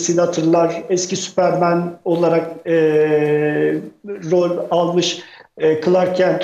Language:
Turkish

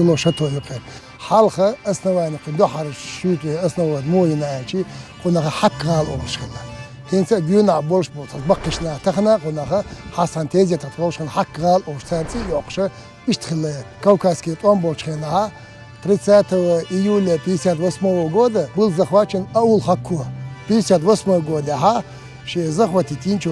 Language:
Chechen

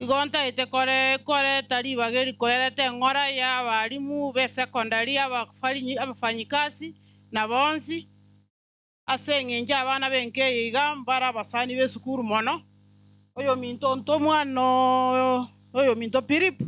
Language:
Gusii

